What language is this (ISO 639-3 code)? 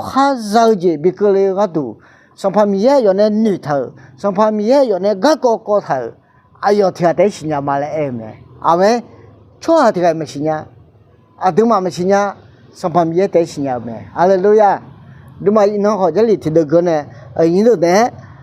ahk